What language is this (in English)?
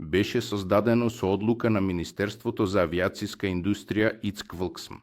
Macedonian